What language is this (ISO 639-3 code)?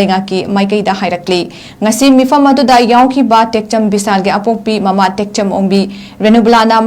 mni